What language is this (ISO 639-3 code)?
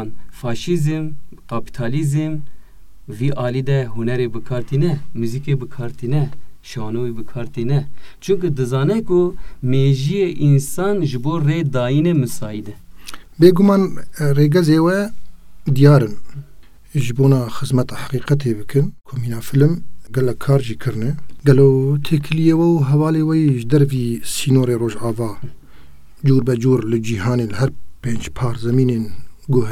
kur